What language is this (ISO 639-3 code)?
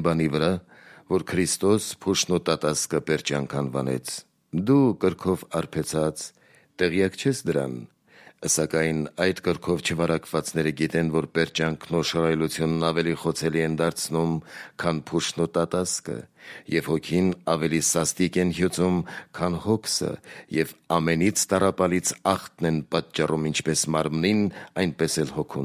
hye